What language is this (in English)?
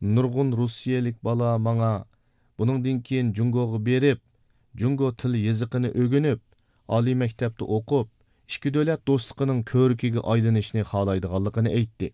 Uyghur